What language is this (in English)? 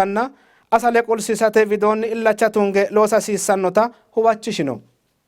Sidamo